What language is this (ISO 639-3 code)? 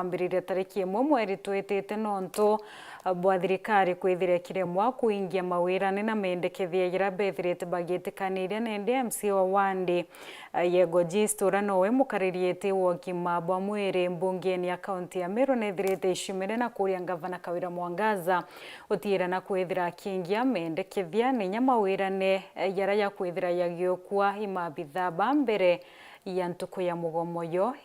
mer